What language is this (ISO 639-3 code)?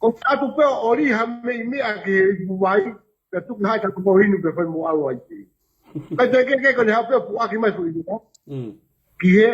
ton